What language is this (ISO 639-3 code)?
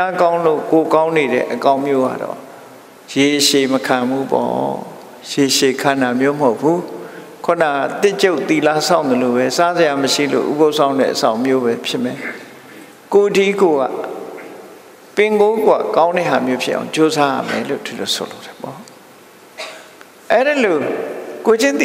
mya